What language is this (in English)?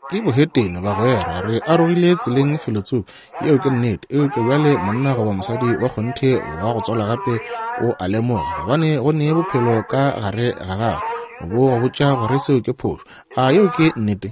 Northern Sotho